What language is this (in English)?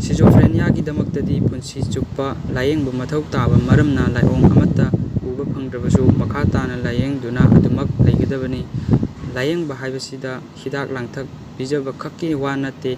Manipuri